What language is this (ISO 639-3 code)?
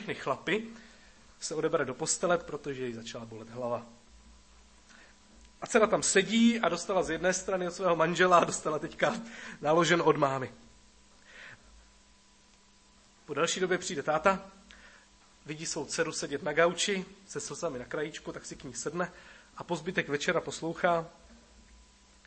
ces